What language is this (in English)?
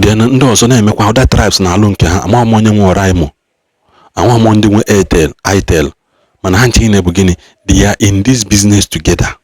Igbo